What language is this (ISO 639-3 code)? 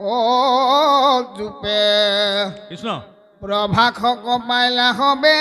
asm